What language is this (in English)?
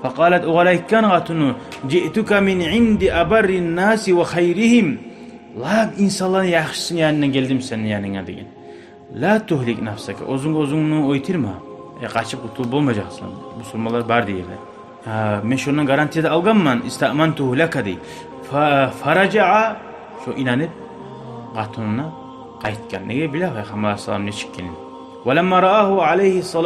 Kumyk